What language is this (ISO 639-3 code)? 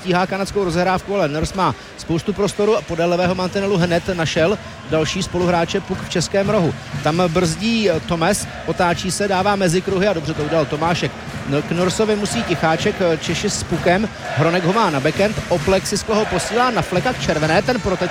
ces